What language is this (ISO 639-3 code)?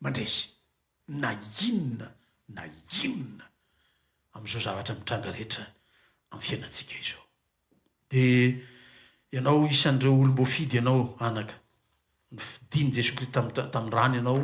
mlg